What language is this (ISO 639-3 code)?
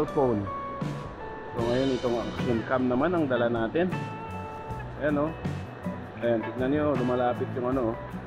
fil